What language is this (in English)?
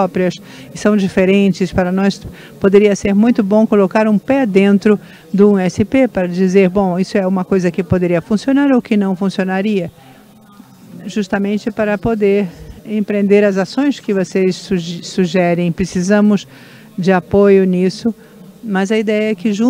Portuguese